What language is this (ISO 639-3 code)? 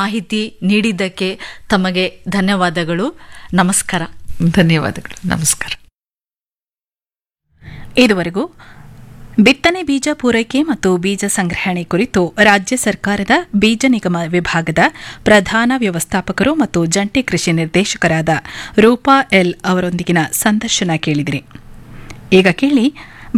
kan